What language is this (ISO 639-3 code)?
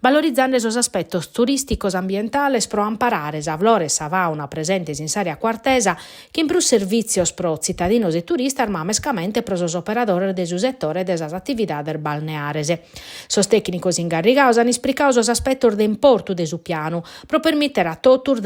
srd